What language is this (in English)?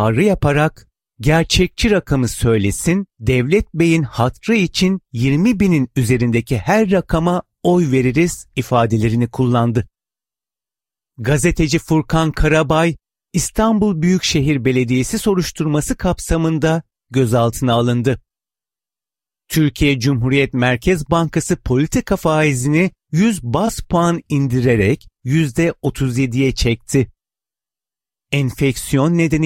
Turkish